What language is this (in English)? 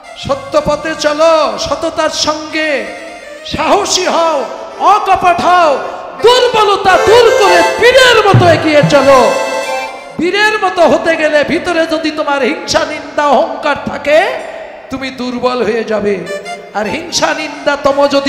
Bangla